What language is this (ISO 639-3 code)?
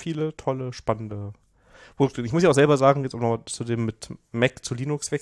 deu